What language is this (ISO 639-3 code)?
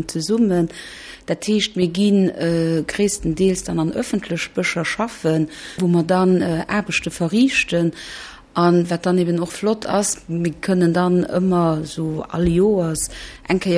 ltz